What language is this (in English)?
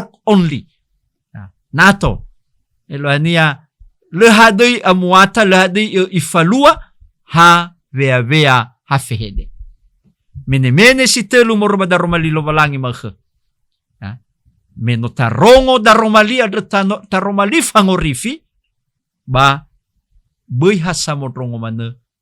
Nias